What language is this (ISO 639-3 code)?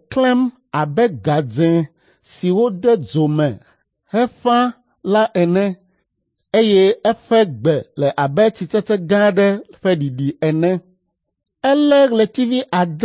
ewe